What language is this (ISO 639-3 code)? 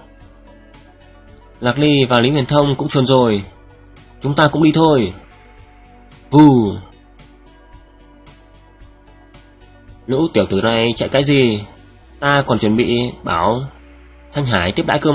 vie